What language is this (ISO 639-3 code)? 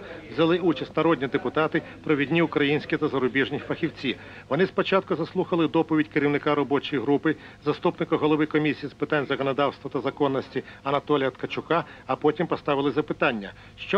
ukr